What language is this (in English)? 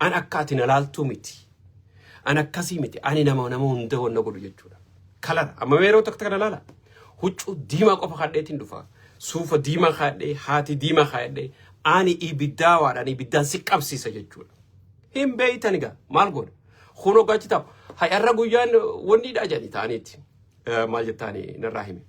Oromo